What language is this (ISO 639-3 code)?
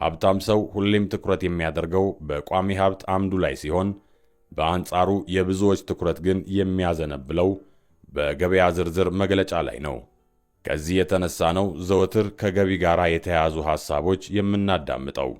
amh